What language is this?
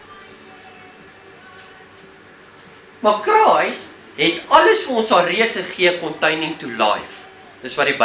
Afrikaans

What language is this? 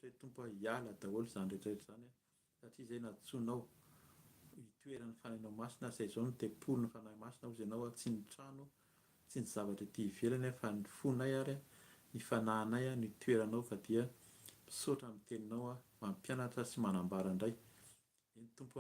Malagasy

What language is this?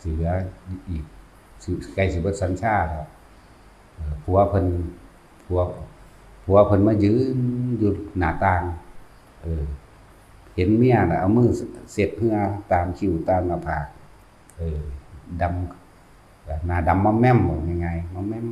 Northeastern Thai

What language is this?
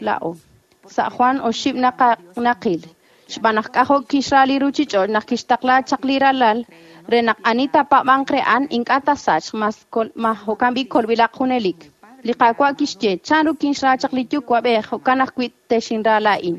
Kekchí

